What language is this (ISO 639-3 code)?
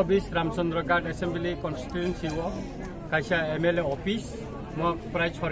trp